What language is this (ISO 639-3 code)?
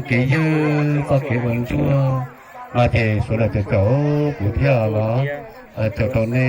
hmn